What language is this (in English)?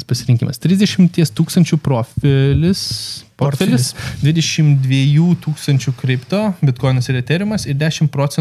Lithuanian